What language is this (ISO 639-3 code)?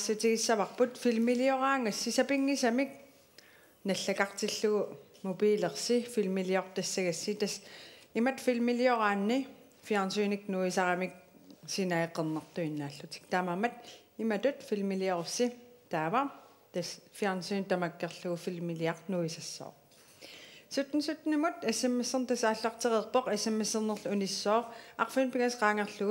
kal